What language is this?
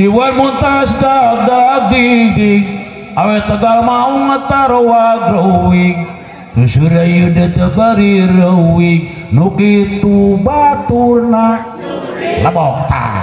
Sundanese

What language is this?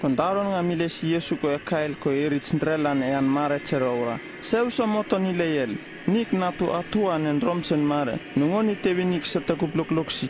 Uripiv-Wala-Rano-Atchin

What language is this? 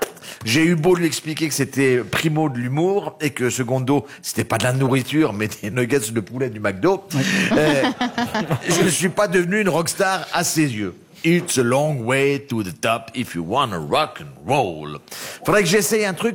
French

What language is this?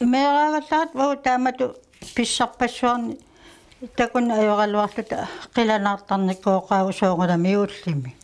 Kalaallisut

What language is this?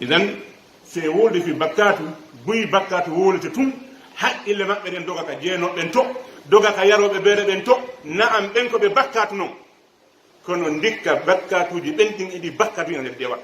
Pular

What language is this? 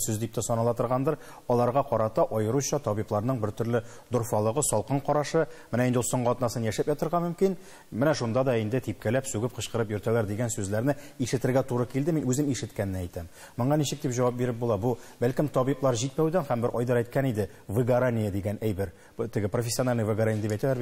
Tatar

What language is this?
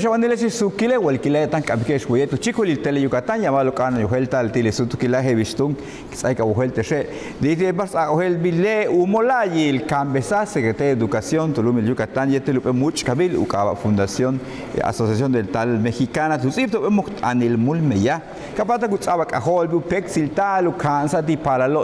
Yucateco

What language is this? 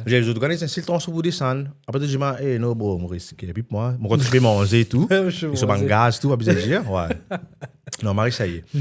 Morisyen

